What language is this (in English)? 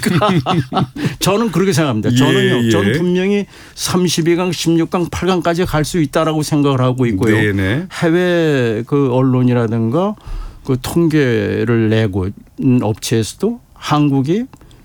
Korean